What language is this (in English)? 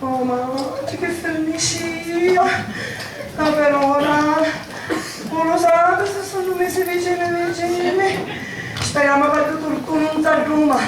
Sicilian